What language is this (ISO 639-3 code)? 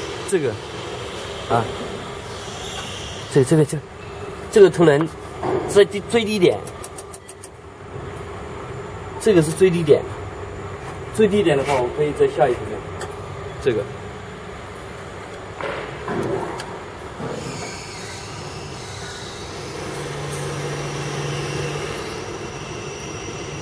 zho